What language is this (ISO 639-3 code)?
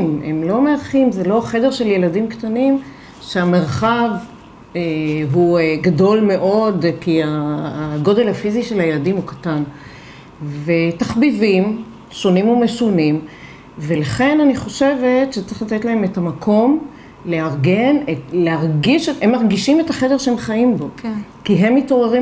heb